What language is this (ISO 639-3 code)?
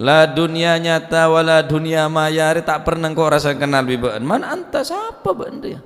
mad